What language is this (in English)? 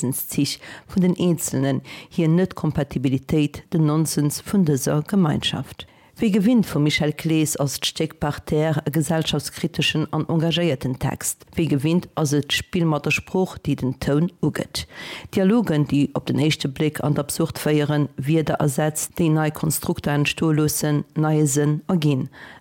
Luxembourgish